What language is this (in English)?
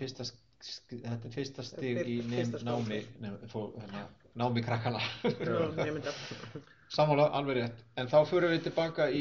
Icelandic